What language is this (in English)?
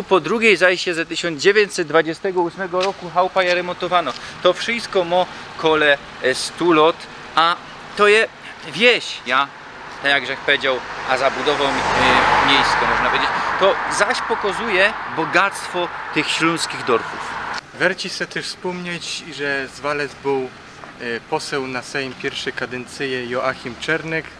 Silesian